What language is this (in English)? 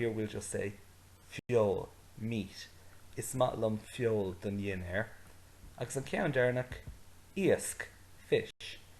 Irish